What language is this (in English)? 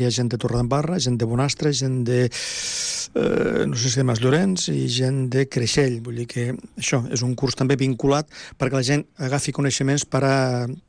Catalan